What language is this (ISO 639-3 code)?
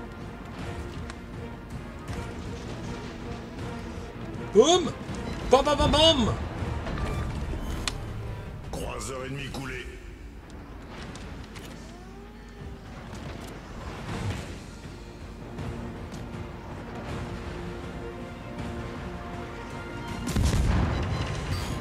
fra